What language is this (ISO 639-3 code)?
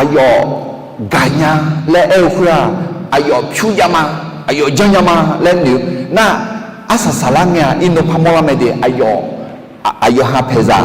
ahk